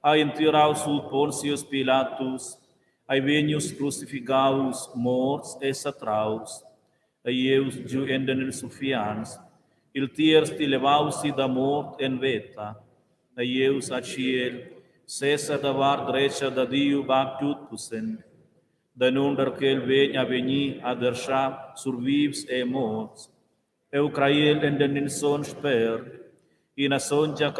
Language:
Romansh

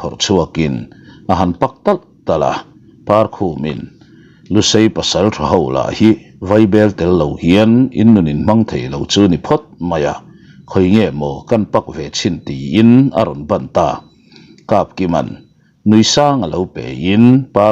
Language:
Mizo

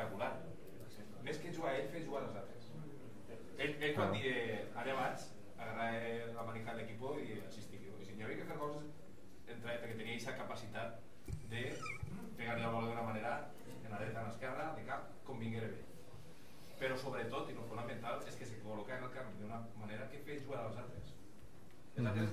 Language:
Catalan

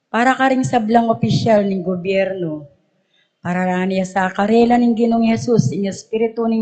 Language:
Pampanga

